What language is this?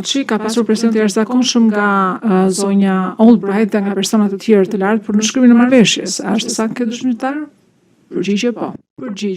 Albanian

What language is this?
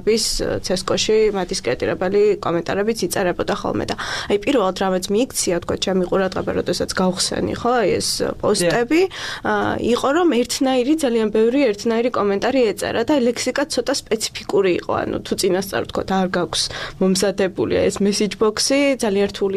Georgian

